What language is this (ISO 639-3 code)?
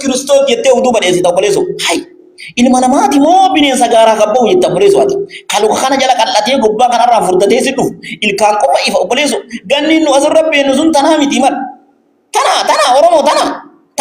orm